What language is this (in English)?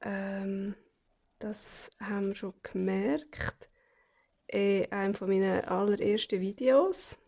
Swiss German